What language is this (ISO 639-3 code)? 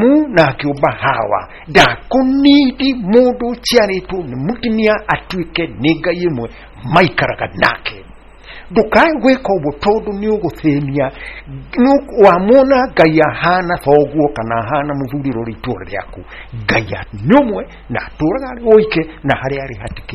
kik